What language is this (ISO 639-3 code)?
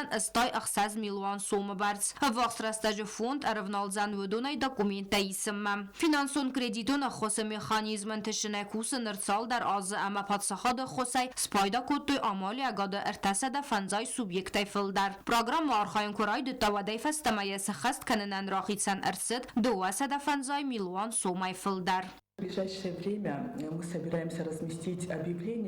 oss